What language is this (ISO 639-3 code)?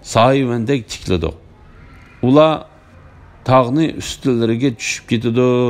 uig